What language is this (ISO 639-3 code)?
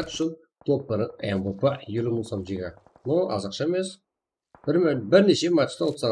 kaa